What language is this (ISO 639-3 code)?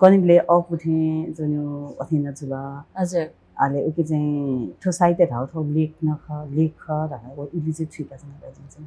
new